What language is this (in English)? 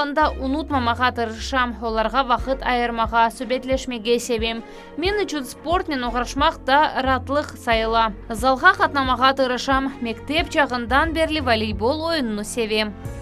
Crimean Tatar